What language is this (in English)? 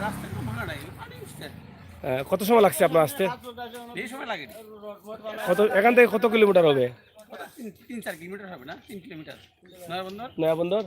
Sylheti